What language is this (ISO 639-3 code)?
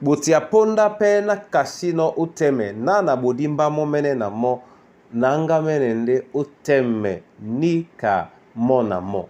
dua